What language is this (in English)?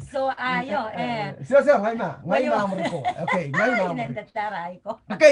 Pohnpeian